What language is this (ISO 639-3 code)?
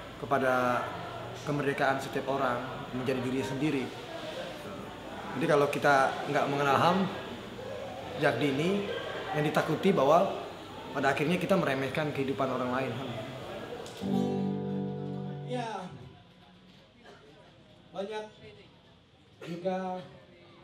ind